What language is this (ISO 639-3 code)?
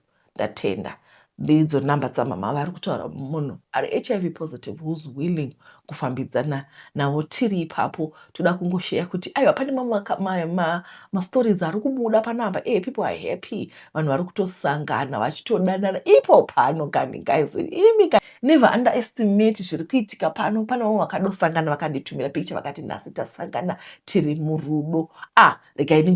sna